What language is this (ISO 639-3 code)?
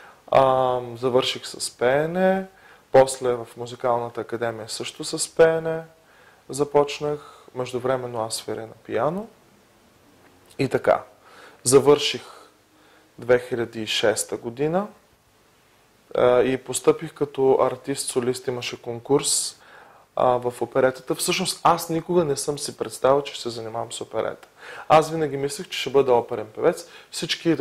bul